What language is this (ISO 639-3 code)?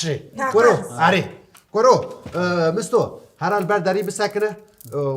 kur